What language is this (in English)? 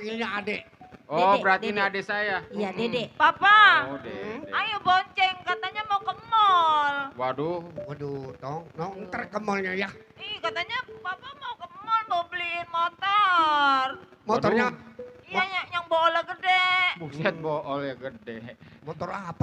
Betawi